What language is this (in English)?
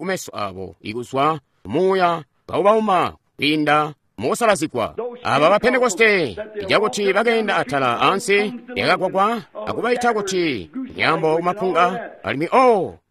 Tonga (Zambia)